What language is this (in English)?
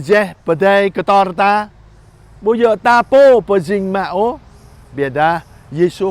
Jarai